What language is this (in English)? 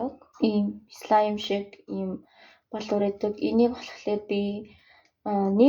Mongolian